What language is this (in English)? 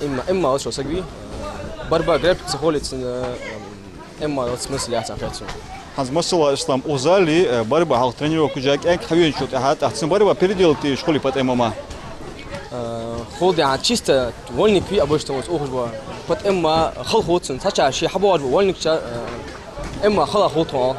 Ingush